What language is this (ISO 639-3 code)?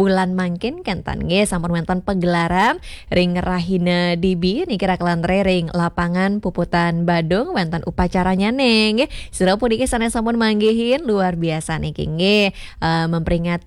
ban